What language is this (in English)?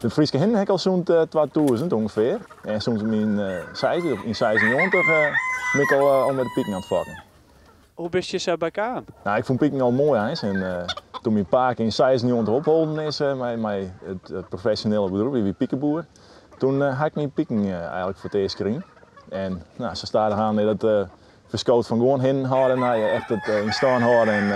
Western Frisian